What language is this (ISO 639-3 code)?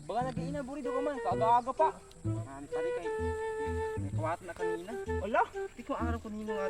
war